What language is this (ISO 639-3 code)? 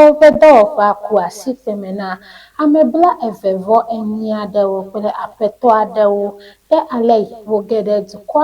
ewe